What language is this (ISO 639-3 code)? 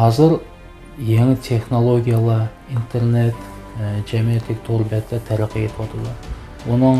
uig